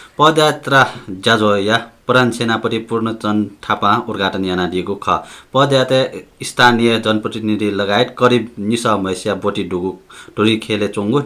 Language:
Newari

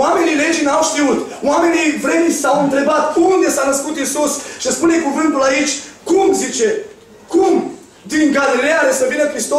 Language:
Romanian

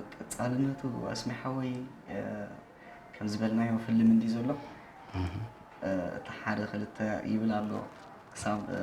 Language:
Tigrinya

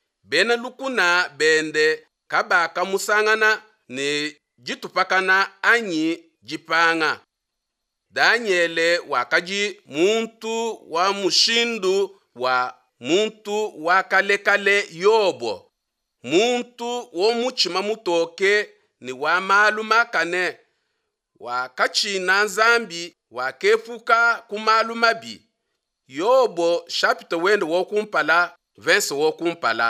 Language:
Luba-Lulua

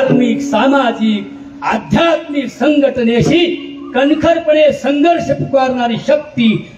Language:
Marathi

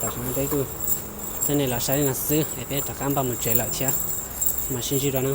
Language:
Hmong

